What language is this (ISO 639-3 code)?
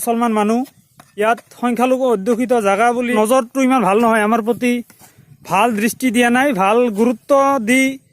asm